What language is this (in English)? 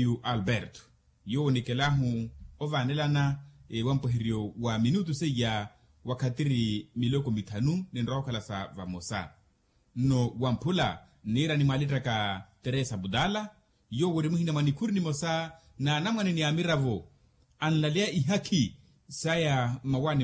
Makhuwa